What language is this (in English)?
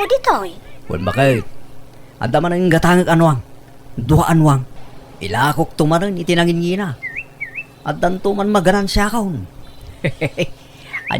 Iloko